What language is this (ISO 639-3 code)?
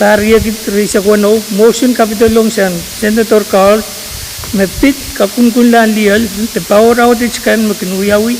pon